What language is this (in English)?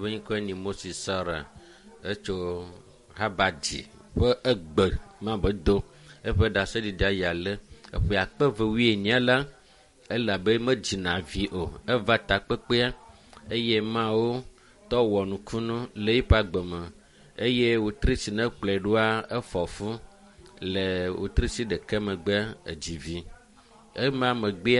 Ewe